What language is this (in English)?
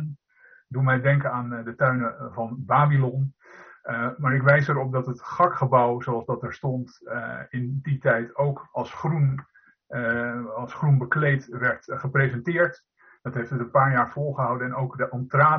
Dutch